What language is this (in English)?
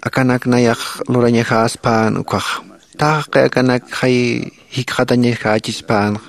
Aymara